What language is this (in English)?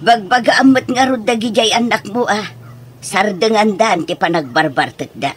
Iloko